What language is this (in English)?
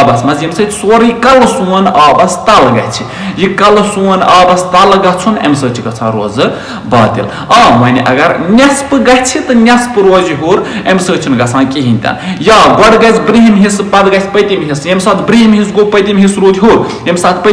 Kashmiri